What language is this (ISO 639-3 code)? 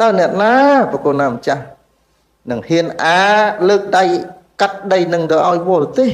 khm